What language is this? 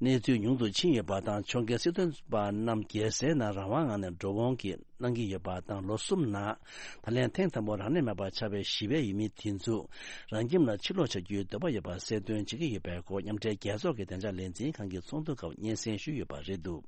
Tibetan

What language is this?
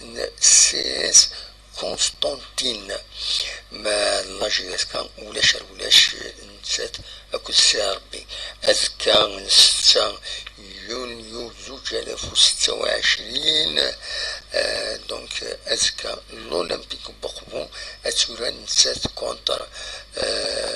Kabyle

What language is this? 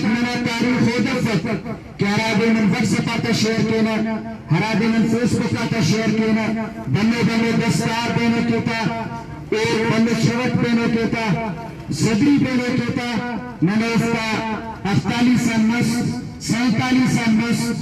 Brahui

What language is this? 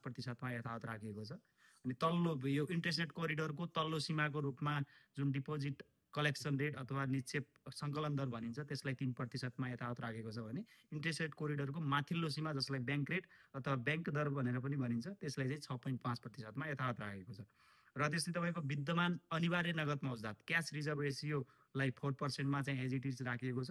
Nepali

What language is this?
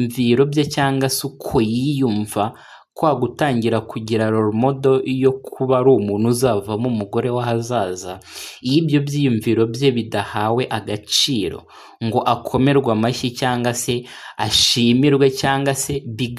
Kinyarwanda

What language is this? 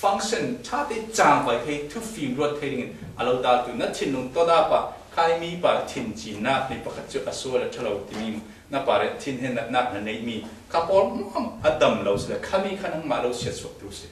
Falam Chin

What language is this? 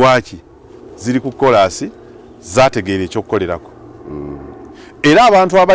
Ganda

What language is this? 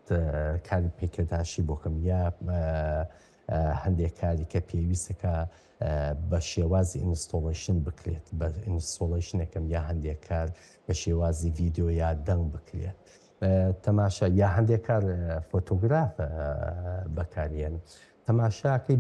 Central Kurdish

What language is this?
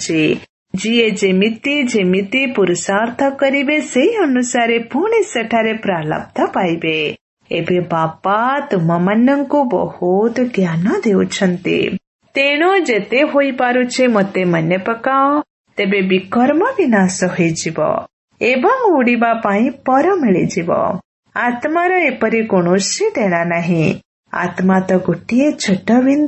Odia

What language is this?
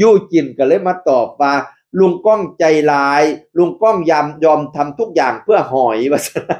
Northeastern Thai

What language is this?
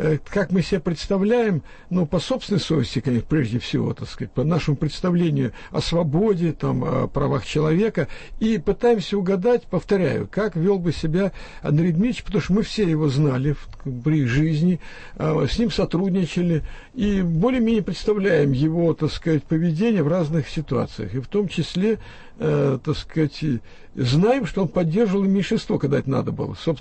Russian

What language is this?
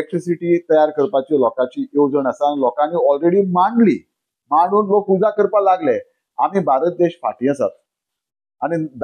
Konkani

